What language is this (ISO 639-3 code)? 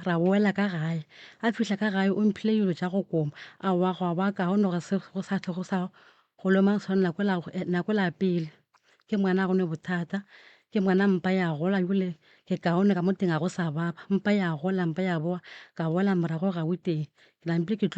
nso